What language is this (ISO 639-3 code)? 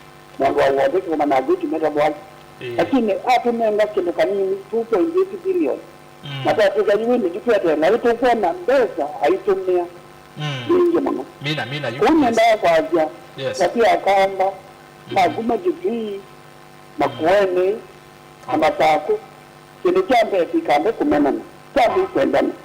kam